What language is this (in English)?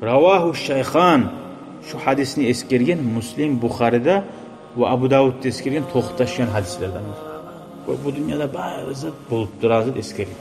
Kumyk